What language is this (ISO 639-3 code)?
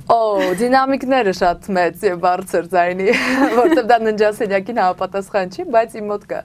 hye